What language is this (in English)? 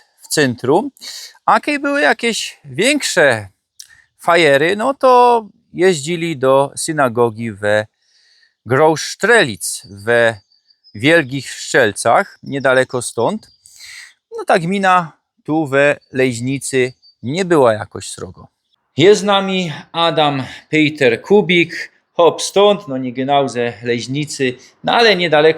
Silesian